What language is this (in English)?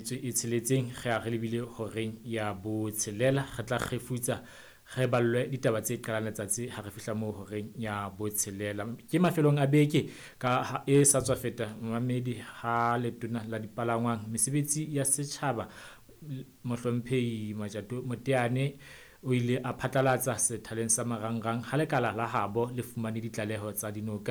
Southern Sotho